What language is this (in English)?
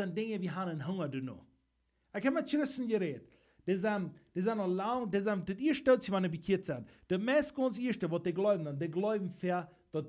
Plautdietsch